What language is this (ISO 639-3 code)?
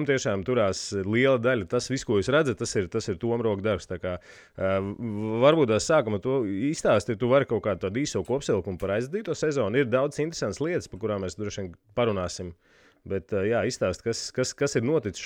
lav